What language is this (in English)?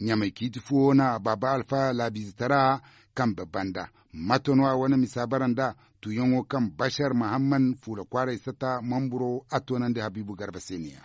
Zarma